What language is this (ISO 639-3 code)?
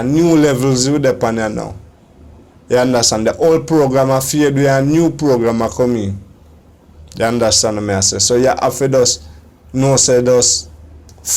jam